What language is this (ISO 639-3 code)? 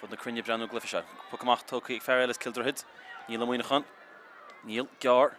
gle